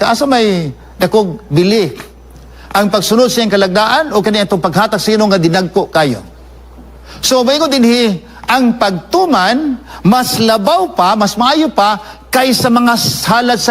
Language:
Cebuano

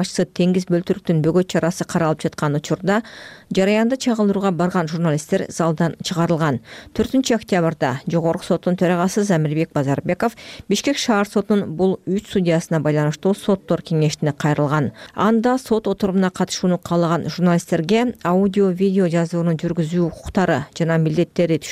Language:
Kyrgyz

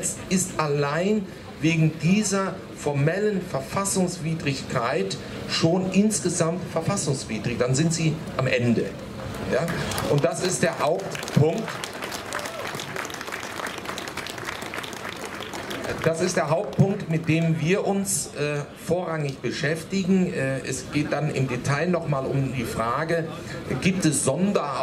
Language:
German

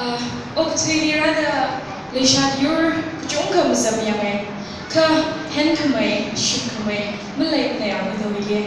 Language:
Tangkhul Naga (India)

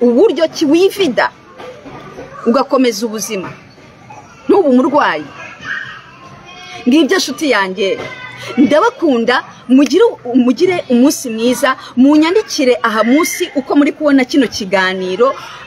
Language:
Kinyarwanda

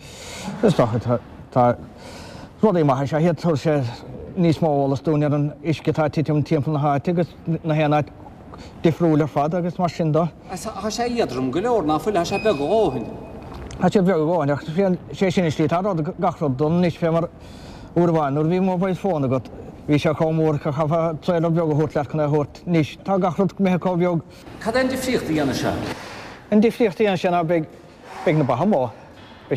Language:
Irish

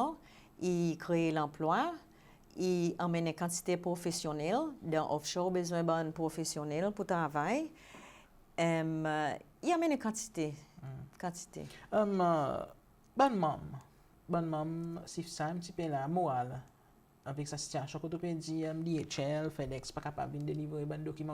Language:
Seselwa Creole French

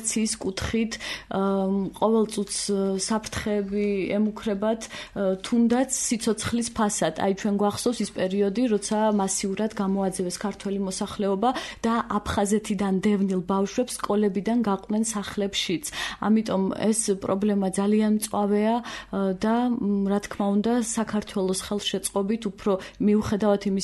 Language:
Georgian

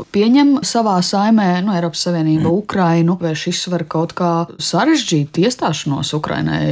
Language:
Latvian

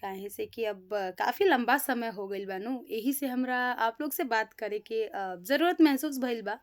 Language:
Bhojpuri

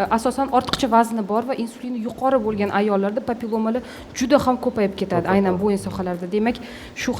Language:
Uzbek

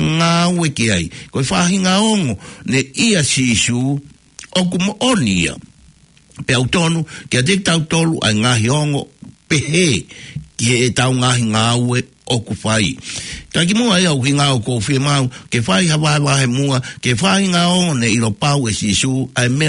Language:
Tongan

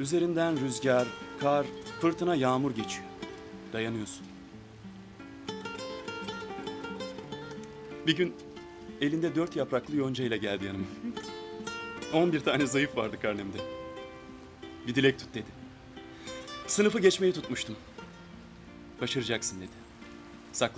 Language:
Turkish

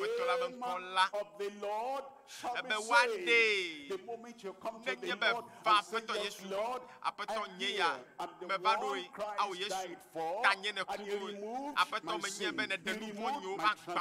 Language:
Ewe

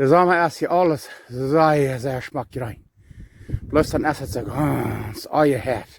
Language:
Plautdietsch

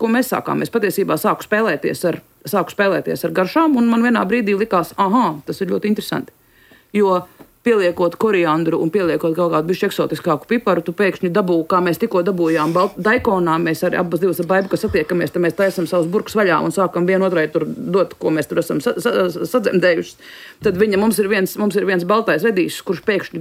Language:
Latvian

